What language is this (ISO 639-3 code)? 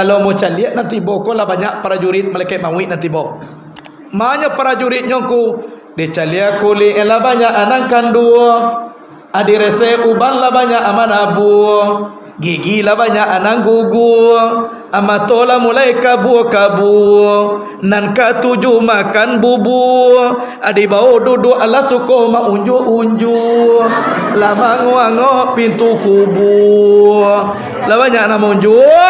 min